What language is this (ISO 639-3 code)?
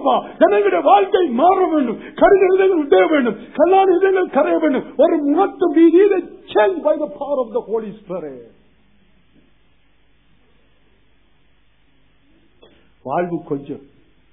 tam